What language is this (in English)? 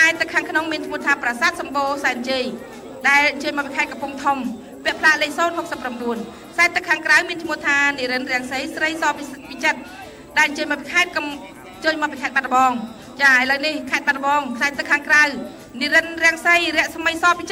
Khmer